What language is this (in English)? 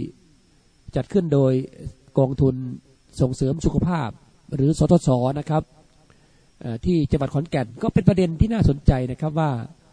Thai